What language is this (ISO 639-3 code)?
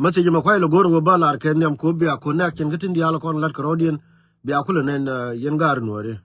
nus